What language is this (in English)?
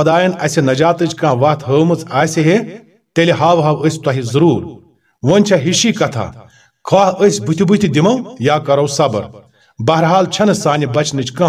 Kashmiri